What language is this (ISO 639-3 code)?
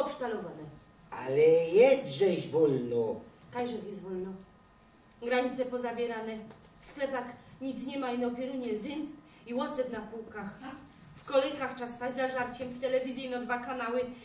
szl